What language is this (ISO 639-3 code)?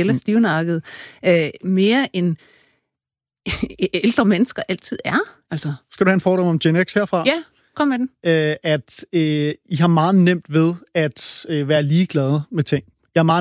dan